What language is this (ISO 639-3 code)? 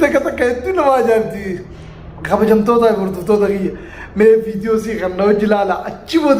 orm